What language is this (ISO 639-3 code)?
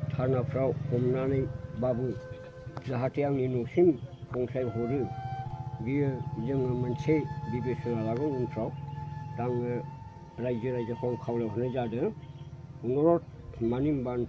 brx